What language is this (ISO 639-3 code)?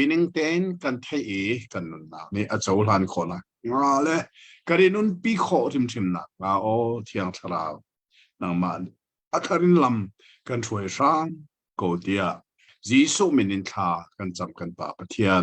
cnh